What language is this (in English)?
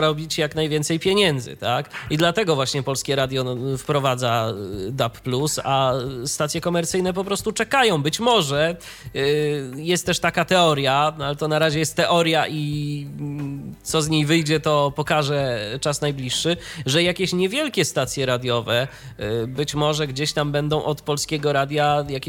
Polish